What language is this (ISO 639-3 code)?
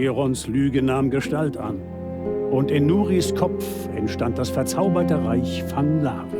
bar